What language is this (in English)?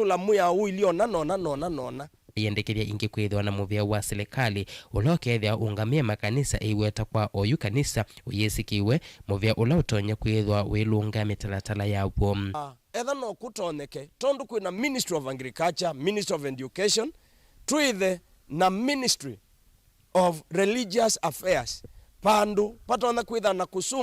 Kamba